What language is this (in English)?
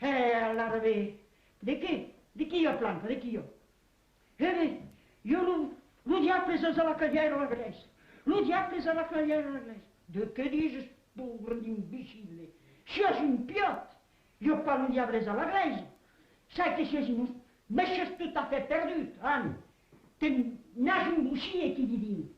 Occitan